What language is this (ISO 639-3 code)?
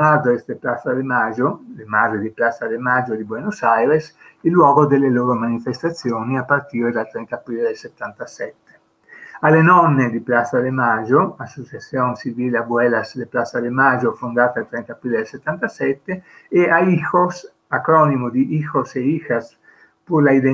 ita